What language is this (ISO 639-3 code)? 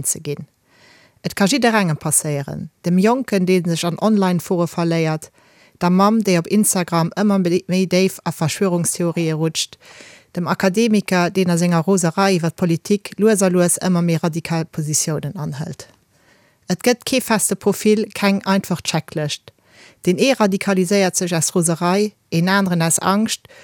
ltz